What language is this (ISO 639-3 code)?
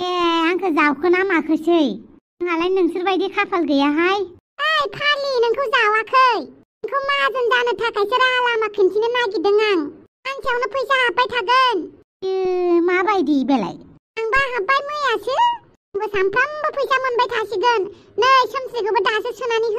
brx